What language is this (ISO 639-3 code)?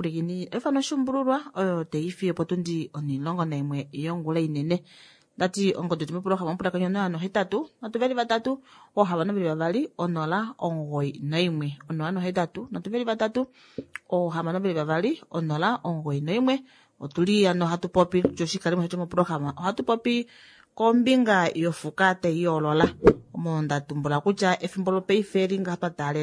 kua